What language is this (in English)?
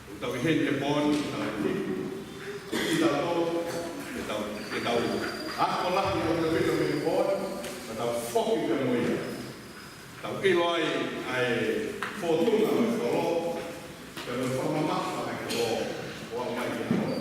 Tongan